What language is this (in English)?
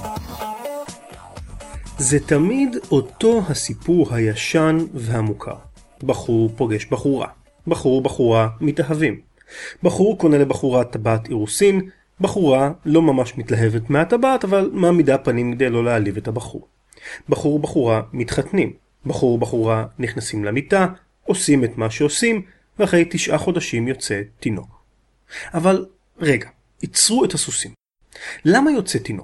Hebrew